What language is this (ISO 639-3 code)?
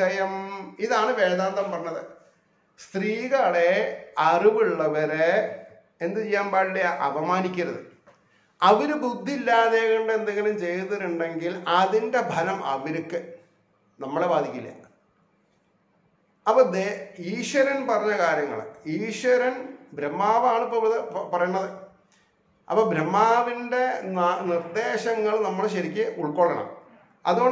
mal